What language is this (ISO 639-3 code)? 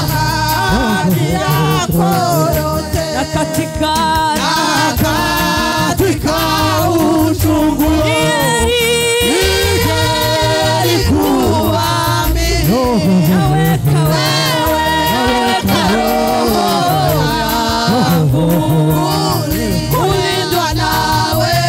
swa